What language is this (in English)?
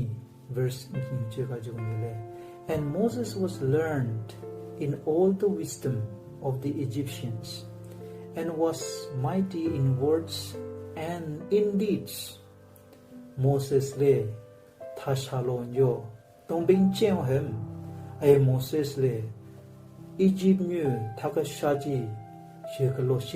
Southern Rengma Naga